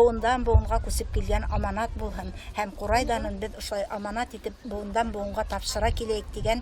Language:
Bashkir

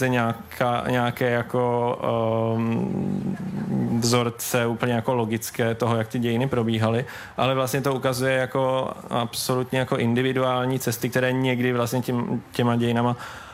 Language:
Czech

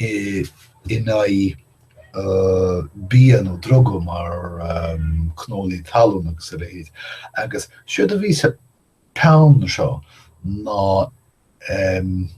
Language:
Irish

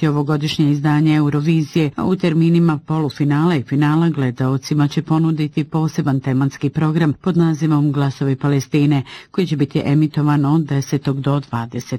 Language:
Bosnian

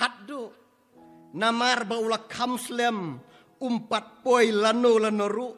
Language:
Khasi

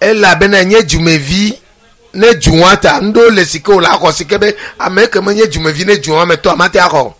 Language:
Ewe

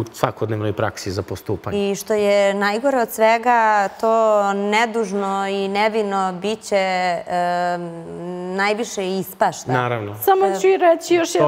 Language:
Serbian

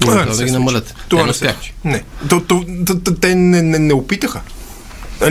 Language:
Bulgarian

